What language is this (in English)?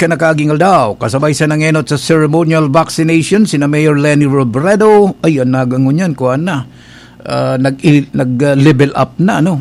Bikol